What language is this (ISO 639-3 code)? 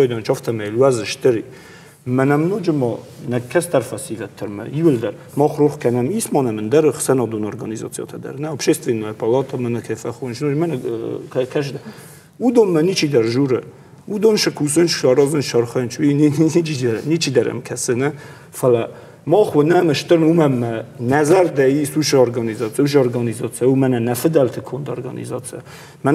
oss